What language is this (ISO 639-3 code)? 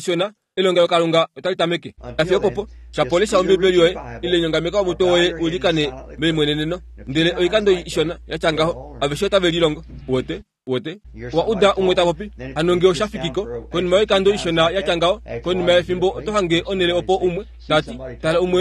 kua